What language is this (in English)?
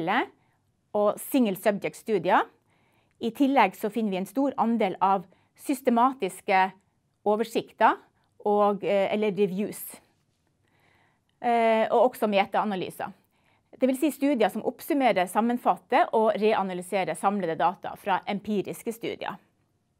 Norwegian